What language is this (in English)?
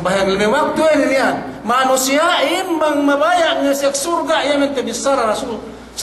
Yakan